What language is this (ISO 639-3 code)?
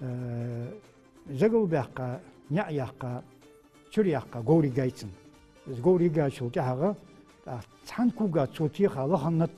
inh